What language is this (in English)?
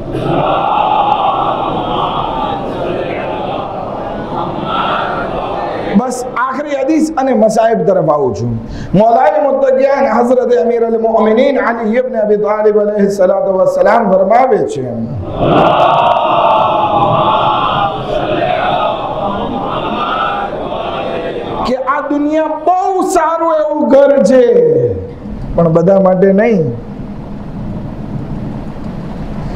Gujarati